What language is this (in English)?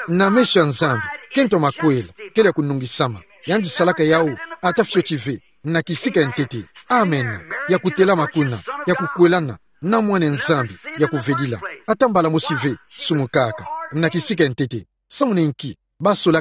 Kituba (Democratic Republic of Congo)